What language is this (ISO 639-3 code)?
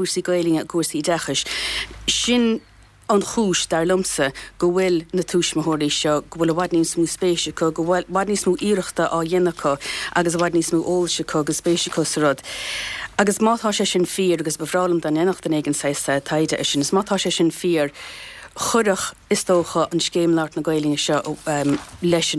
gle